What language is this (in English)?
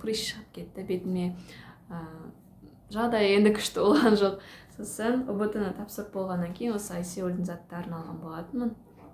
Kazakh